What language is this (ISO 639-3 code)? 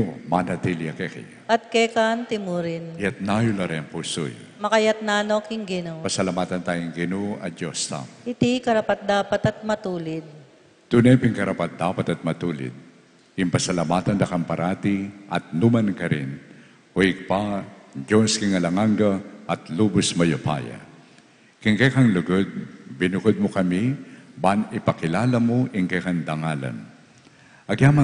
pam